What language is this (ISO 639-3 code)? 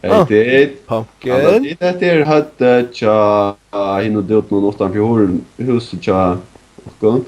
fao